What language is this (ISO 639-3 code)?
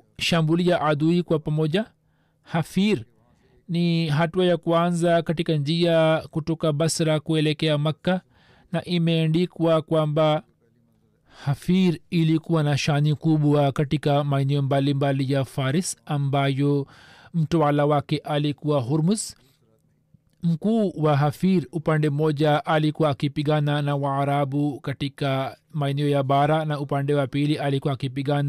swa